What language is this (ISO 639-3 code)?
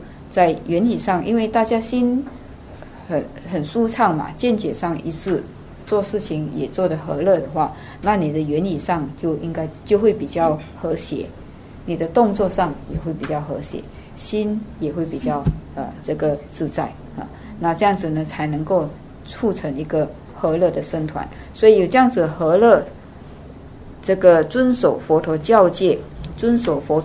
zho